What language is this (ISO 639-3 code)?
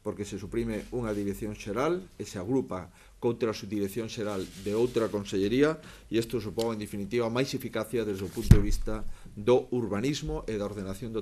glg